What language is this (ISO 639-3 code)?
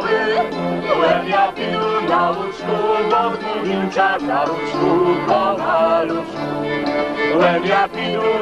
rue